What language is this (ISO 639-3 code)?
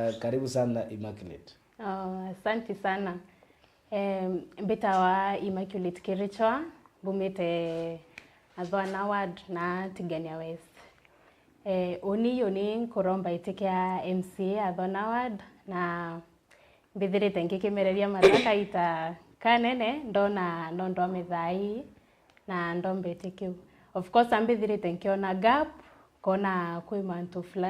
mer